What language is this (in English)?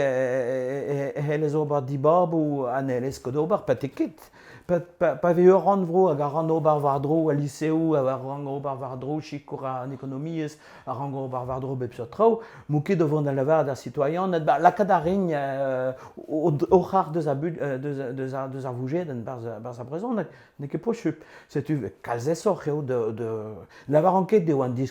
Breton